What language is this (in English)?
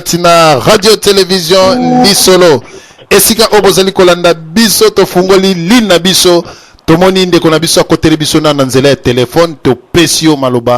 Lingala